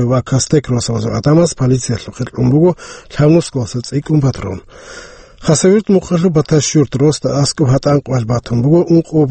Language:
Avaric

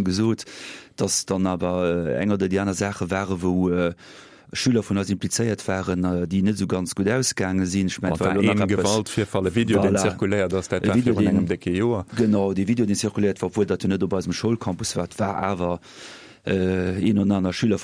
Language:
Luxembourgish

